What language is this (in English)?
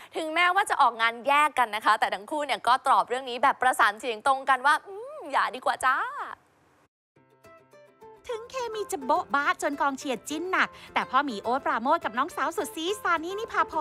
Thai